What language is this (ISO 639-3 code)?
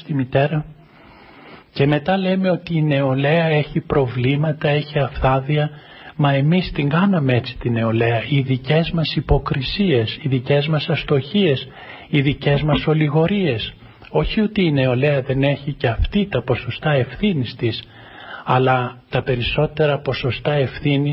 ell